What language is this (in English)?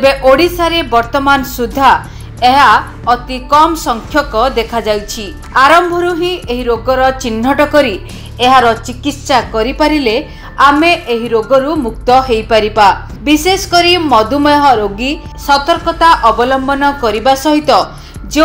Odia